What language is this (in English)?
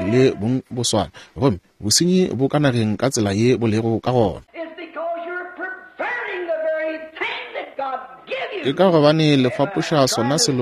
Northern Sotho